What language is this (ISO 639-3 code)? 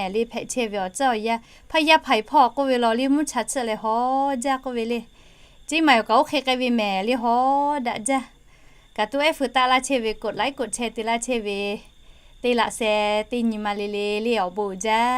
lhu